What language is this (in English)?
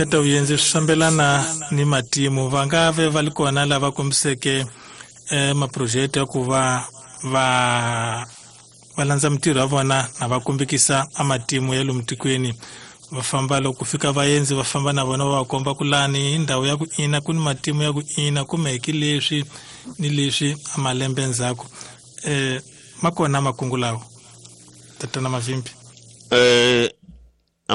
Tsonga